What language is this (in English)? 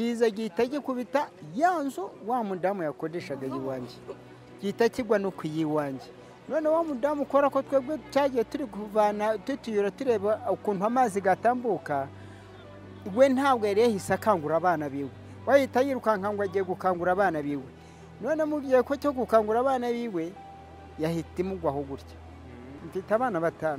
Kinyarwanda